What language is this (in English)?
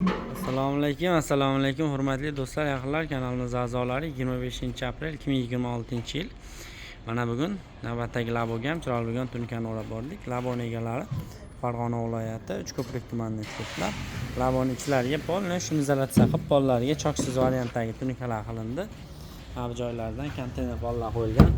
Uzbek